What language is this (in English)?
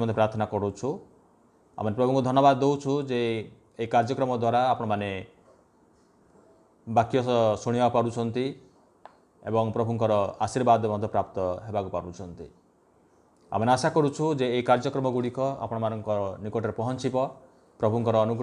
Odia